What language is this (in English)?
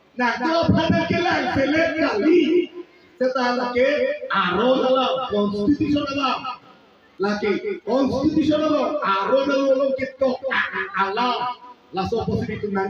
Karbi